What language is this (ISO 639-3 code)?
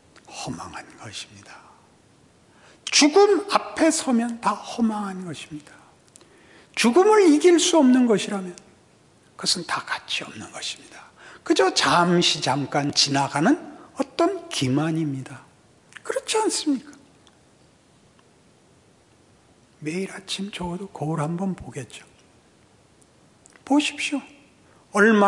kor